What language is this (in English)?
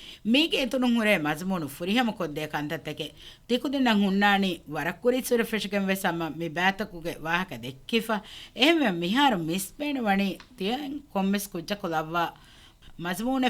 Divehi